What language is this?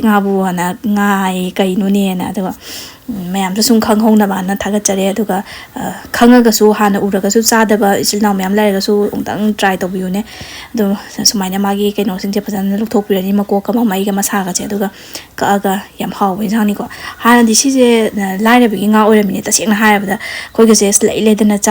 Manipuri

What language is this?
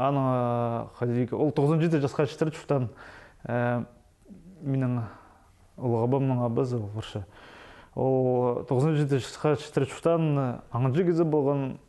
Khakas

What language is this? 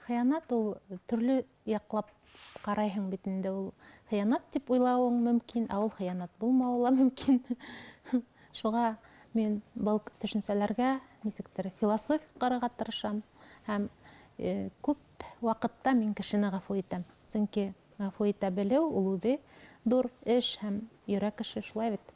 Bashkir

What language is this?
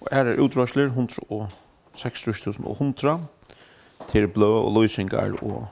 Faroese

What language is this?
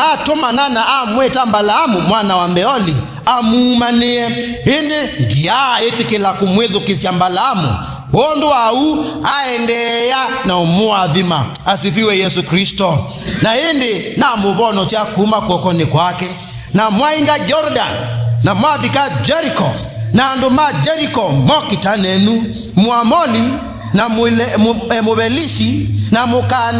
Kamba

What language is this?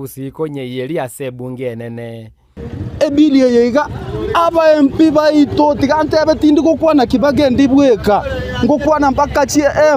Gusii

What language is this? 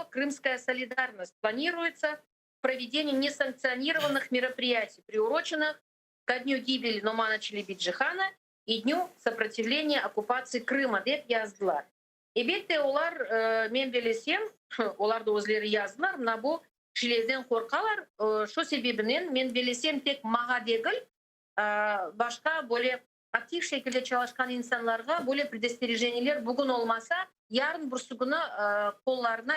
Crimean Tatar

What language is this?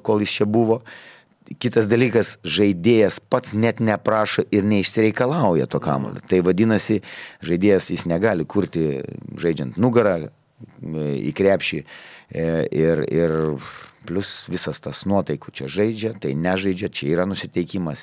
Lithuanian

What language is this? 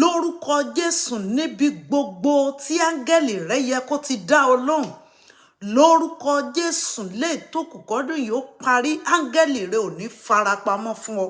Yoruba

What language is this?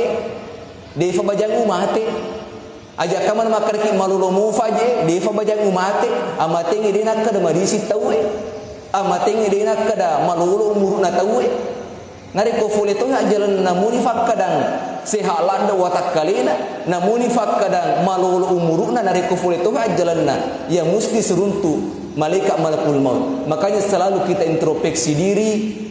Buginese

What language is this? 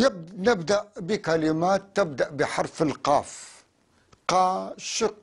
North Levantine Arabic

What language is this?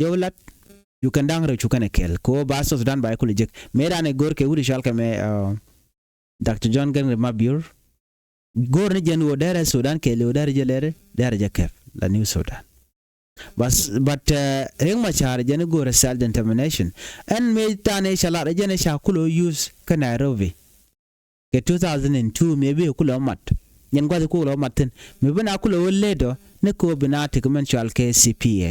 Nuer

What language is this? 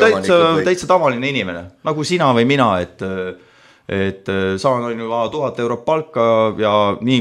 Estonian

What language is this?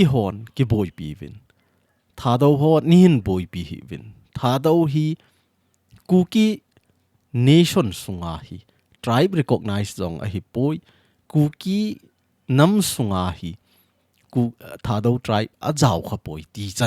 Thado Chin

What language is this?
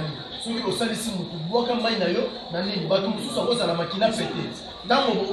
Lingala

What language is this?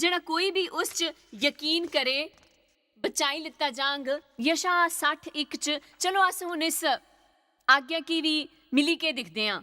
Dogri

